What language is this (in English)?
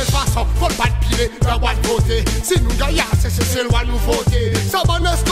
Seselwa Creole French